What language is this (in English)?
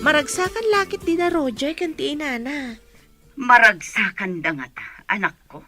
Iloko